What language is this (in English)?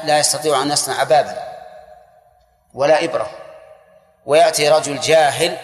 Arabic